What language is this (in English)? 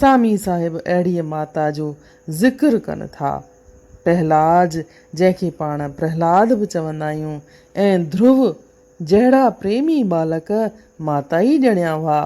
Sindhi